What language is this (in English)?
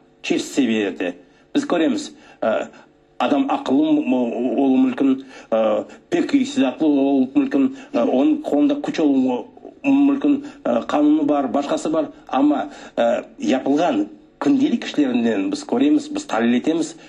Crimean Tatar